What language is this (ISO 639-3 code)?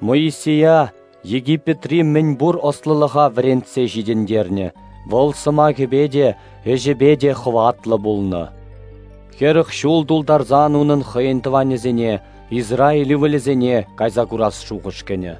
chv